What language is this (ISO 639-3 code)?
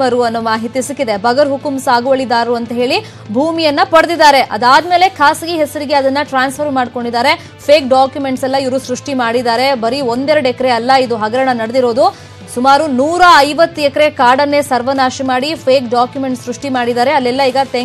kan